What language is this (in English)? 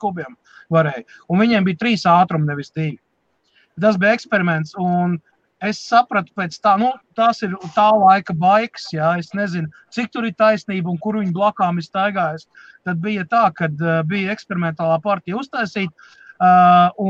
Latvian